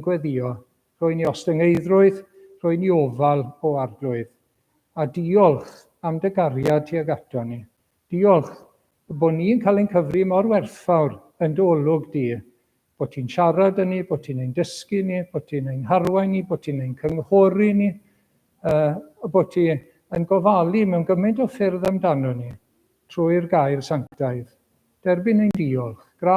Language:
Welsh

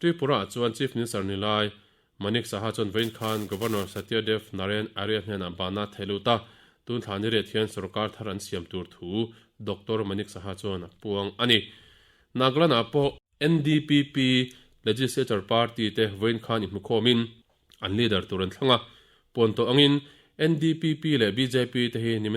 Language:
Mizo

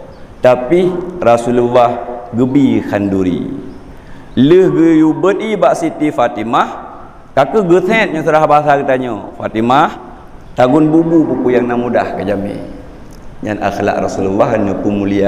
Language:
Achinese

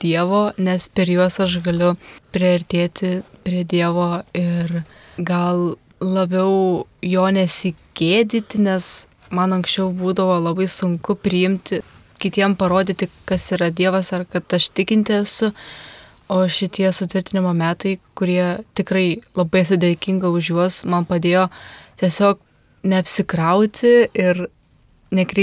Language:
Lithuanian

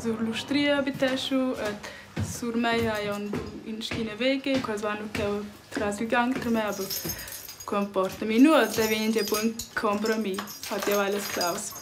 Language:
Romansh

